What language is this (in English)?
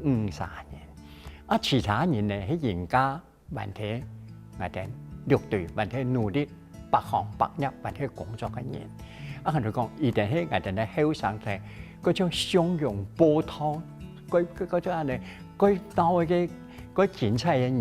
Hakka Chinese